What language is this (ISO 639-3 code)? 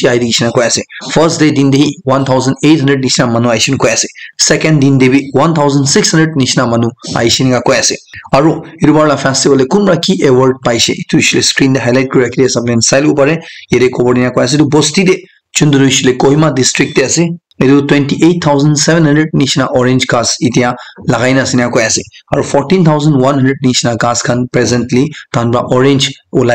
nag